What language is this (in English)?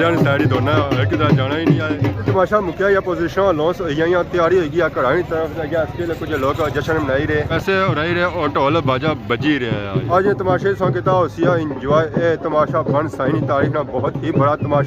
Pahari-Potwari